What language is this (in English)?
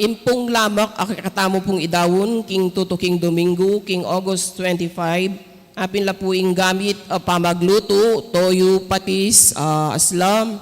Pampanga